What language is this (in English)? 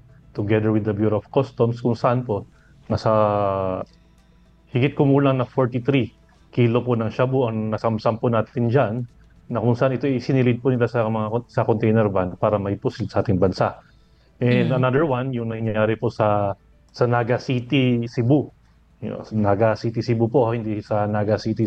Filipino